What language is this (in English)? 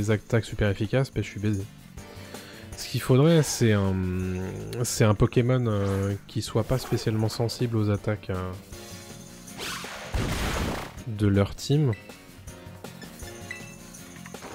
French